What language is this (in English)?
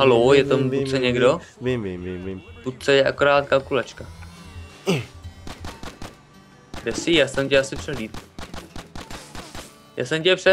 Czech